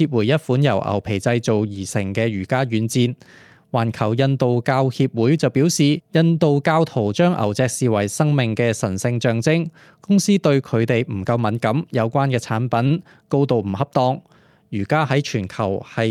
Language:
Cantonese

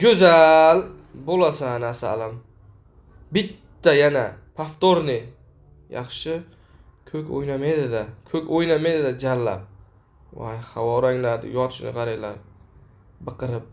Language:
Uzbek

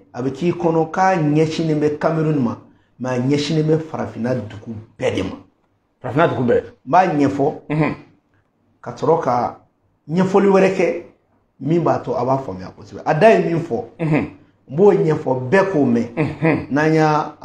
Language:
Bambara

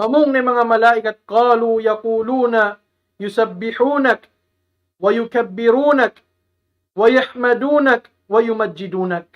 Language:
Tausug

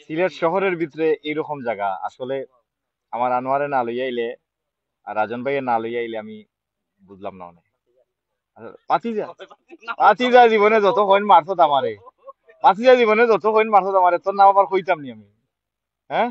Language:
Sylheti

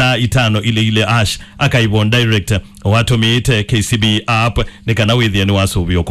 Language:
Kamba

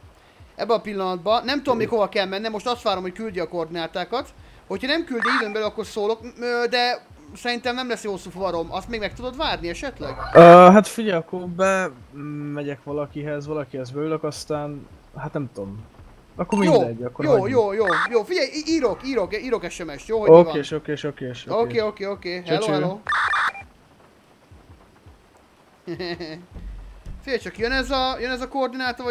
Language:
Hungarian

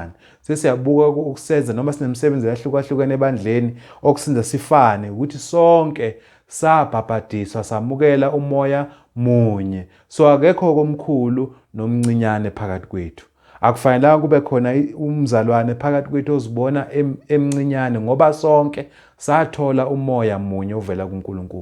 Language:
Zulu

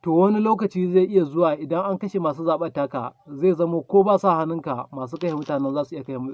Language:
Hausa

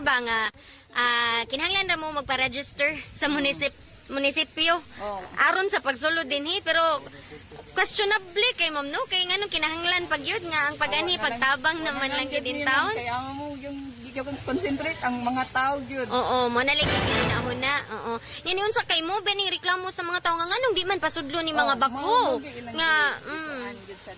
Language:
Cebuano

